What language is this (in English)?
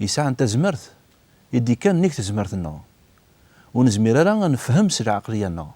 Kabyle